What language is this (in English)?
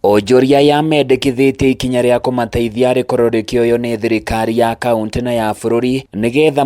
Kikuyu